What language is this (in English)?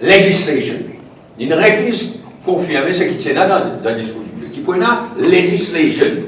Morisyen